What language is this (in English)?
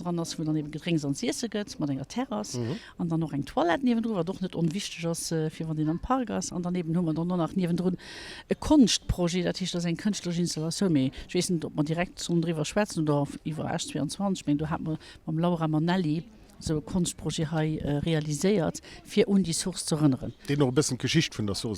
Luxembourgish